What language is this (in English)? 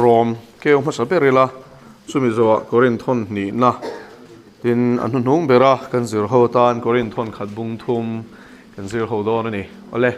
Mizo